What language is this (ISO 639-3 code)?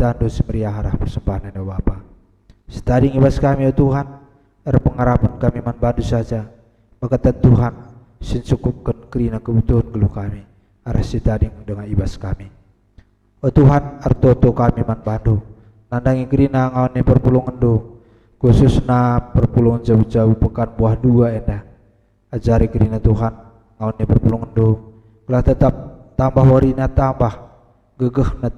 btx